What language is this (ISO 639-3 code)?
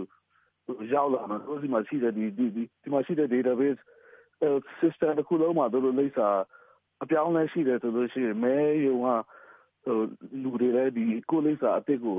mya